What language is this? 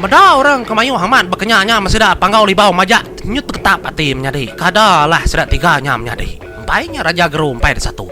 Iban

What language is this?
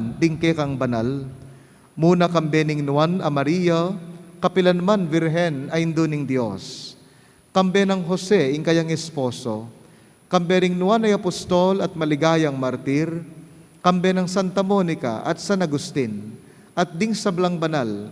Pampanga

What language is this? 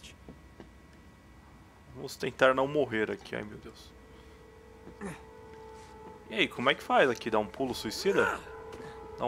Portuguese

